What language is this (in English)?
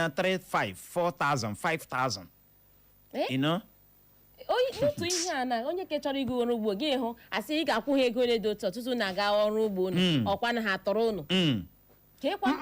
Igbo